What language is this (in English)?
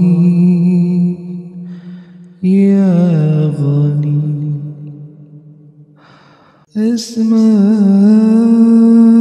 Arabic